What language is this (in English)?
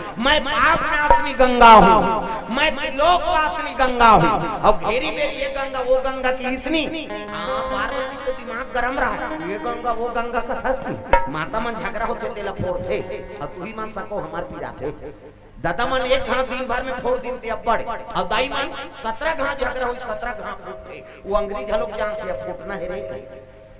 Chhattisgarhi